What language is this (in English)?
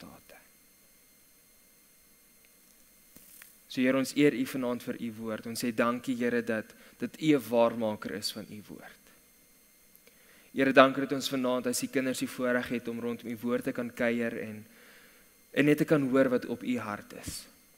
Afrikaans